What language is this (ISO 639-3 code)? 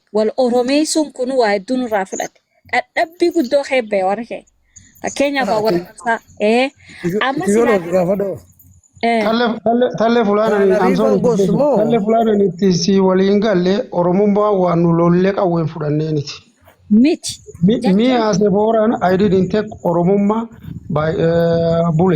orm